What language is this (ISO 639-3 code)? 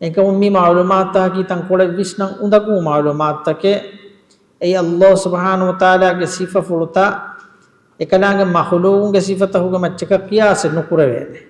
div